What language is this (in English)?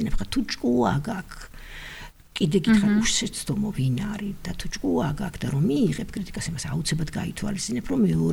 Georgian